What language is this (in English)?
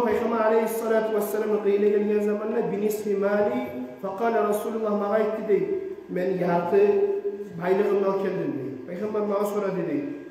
Kumyk